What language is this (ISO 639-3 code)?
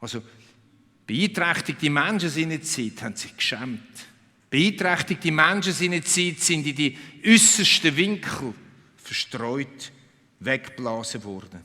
gsw